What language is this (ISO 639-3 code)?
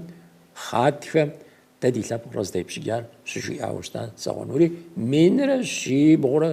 kbd